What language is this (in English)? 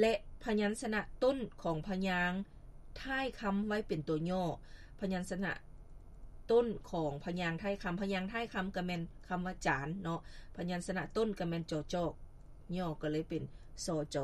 Lao